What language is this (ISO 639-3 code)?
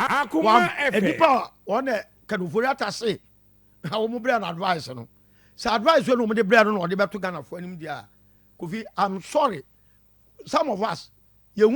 aka